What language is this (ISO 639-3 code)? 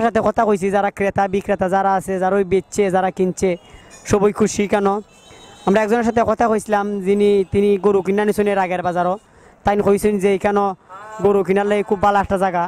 syl